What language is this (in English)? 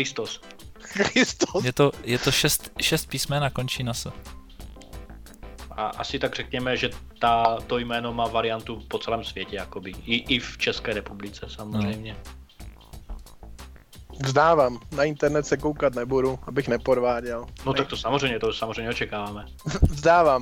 Czech